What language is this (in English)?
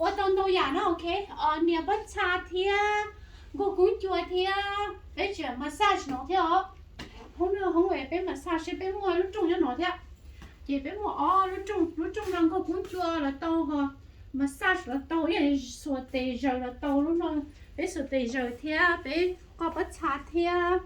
Hmong